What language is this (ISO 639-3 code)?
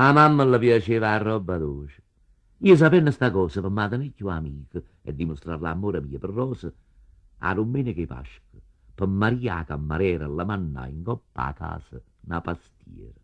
nap